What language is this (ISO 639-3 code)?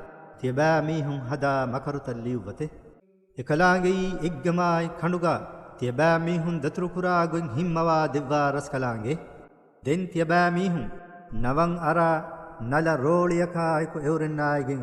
div